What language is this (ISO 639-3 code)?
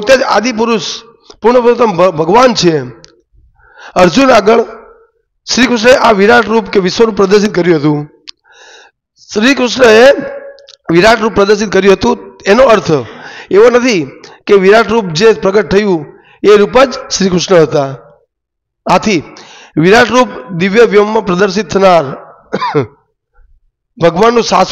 guj